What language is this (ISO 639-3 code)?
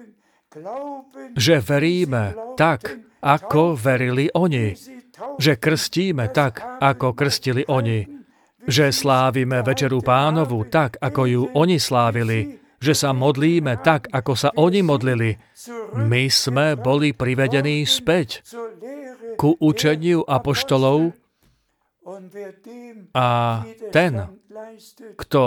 slk